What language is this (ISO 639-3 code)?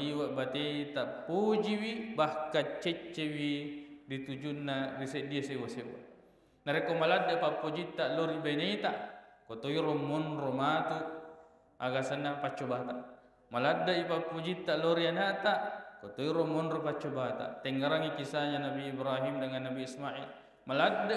bug